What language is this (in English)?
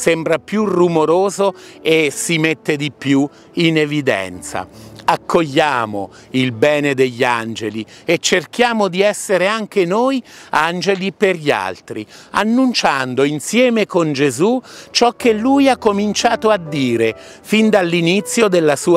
Italian